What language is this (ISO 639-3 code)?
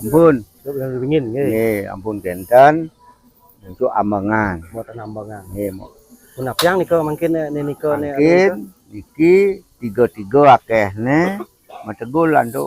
ban